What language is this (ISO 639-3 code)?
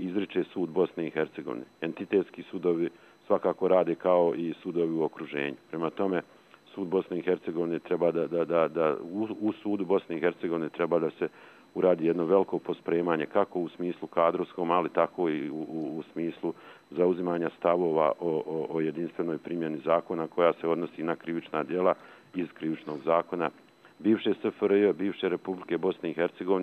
bos